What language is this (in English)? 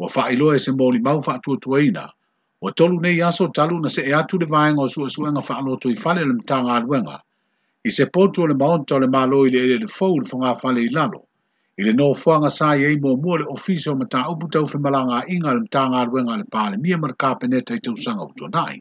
Samoan